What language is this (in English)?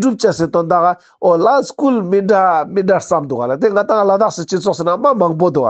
Ladakhi